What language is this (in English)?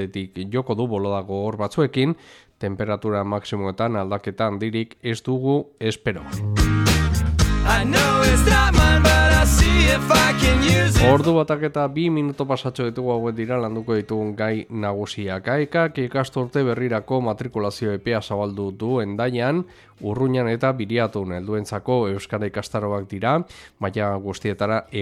Basque